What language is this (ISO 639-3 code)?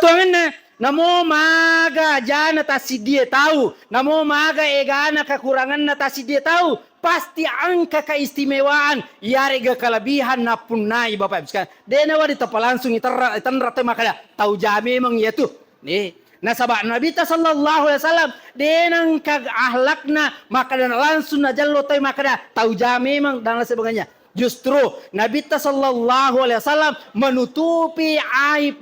bug